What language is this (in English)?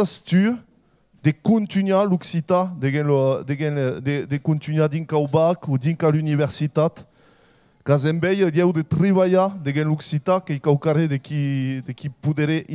Occitan